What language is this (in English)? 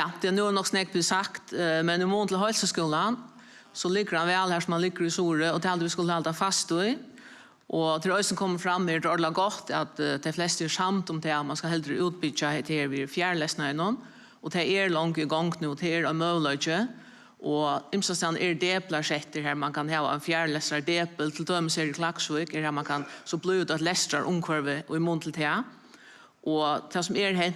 Faroese